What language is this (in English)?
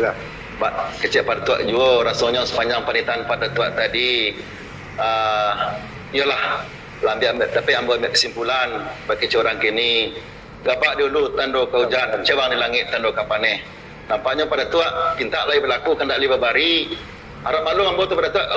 Minangkabau